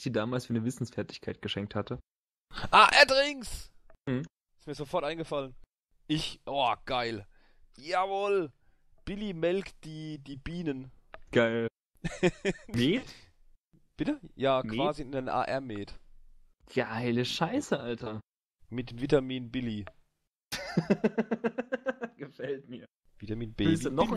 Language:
German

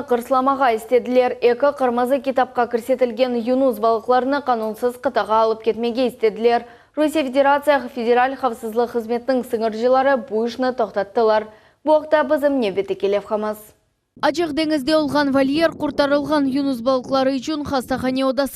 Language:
Crimean Tatar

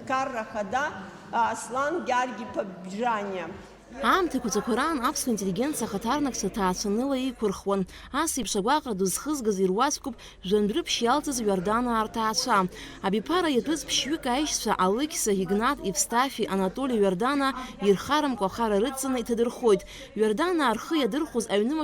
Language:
Abkhazian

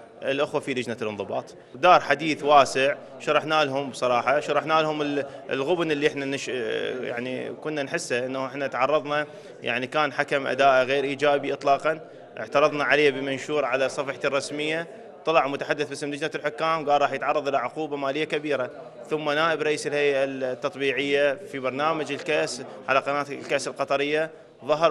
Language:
Mesopotamian Arabic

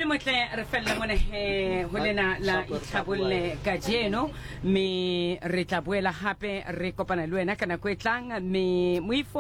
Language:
Southern Sotho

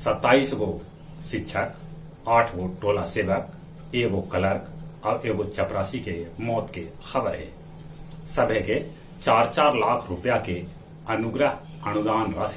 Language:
Magahi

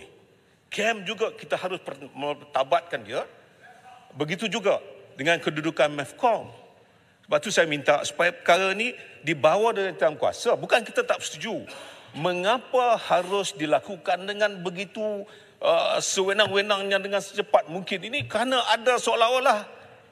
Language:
Malay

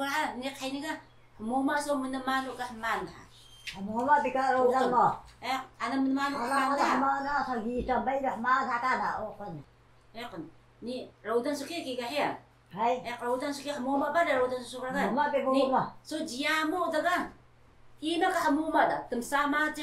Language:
Taroko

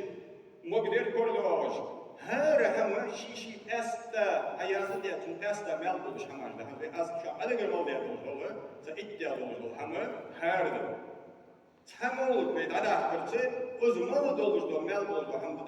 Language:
Ingush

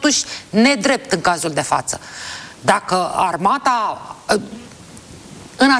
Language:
Romanian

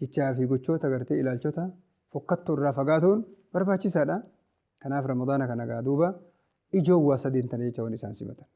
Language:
Oromo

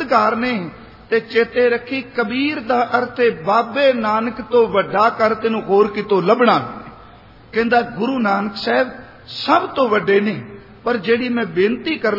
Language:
Punjabi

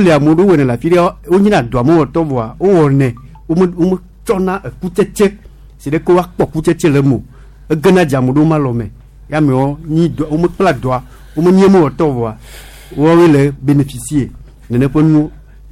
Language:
Gen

